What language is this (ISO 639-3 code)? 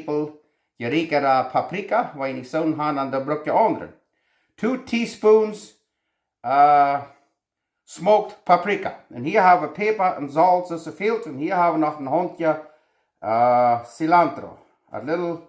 pdt